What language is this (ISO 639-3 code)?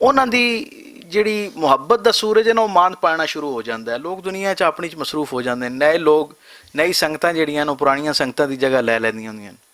lah